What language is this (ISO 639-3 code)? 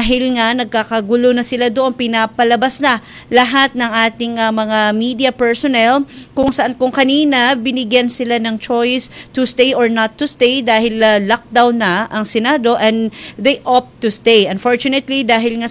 fil